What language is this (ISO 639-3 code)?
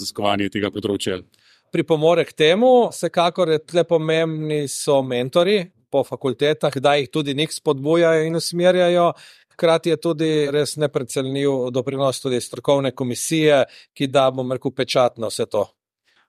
slv